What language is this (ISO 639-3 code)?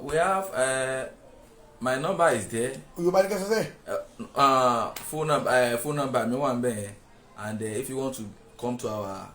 yor